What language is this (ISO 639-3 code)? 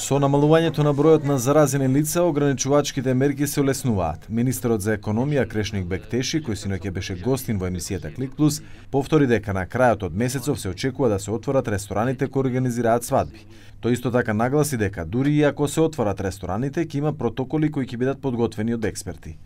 mkd